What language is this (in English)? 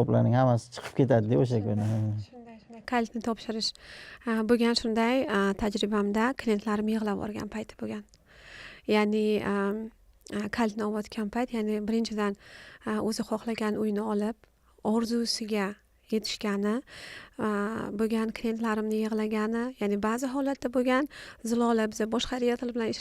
Uzbek